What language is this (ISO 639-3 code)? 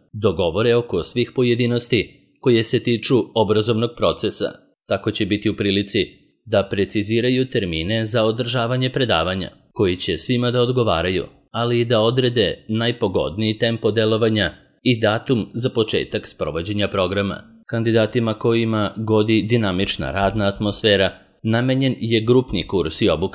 srp